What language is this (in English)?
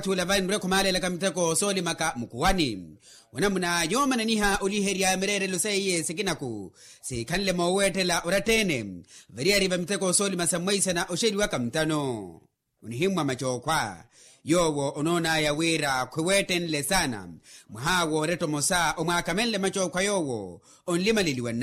Makhuwa